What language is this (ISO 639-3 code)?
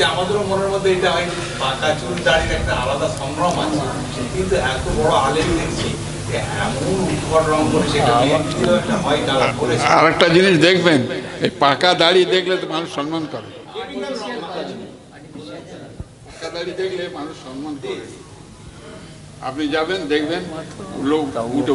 ben